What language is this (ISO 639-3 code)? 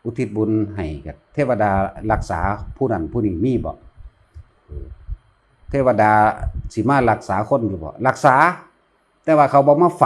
tts